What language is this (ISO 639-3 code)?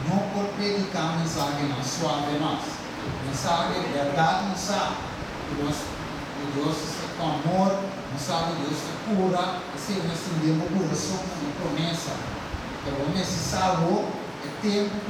pap